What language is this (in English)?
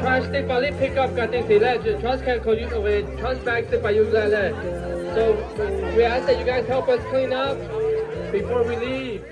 Lahu